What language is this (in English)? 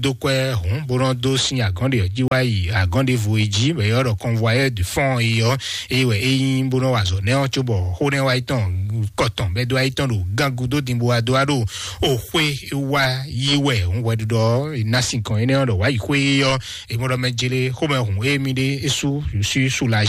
Fon